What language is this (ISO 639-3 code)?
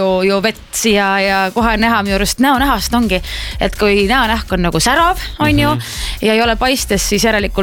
est